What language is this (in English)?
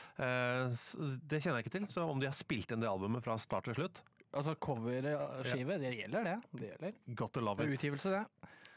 Norwegian